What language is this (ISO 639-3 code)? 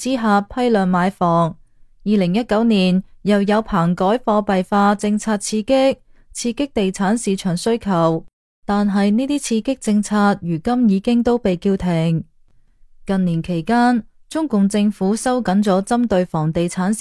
yue